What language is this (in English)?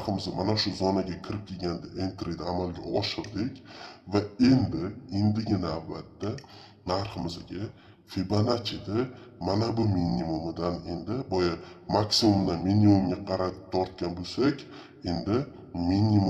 Uzbek